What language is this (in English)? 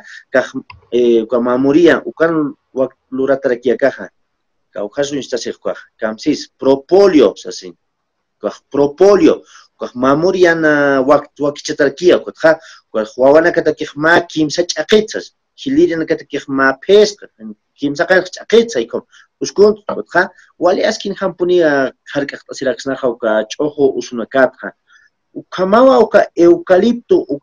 Aymara